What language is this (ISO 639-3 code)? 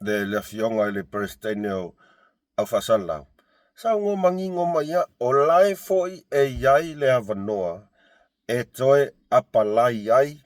smo